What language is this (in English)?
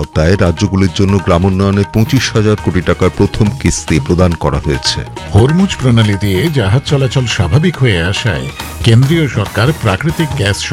Bangla